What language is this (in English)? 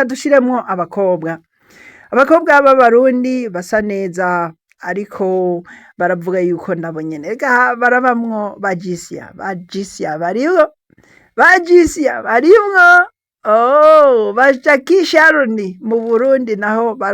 Rundi